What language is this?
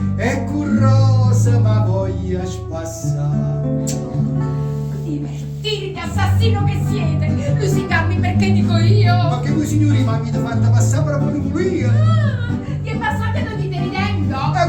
Neapolitan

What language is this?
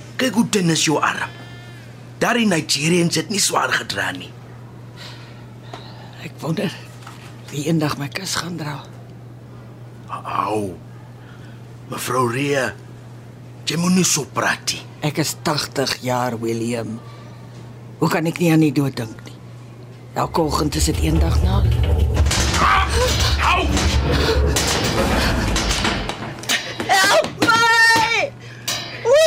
Afrikaans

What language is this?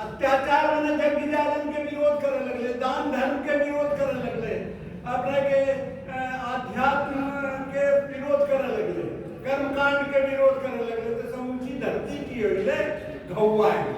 Angika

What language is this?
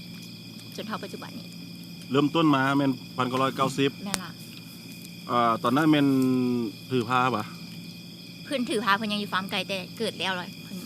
Lao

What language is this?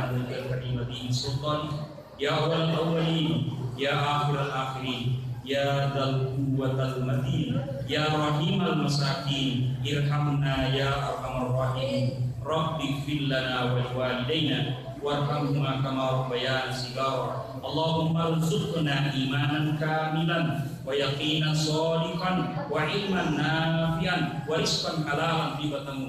Buginese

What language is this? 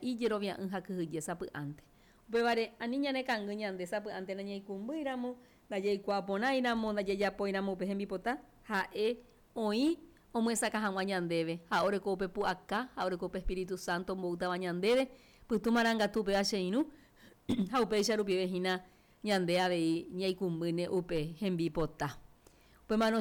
Guarani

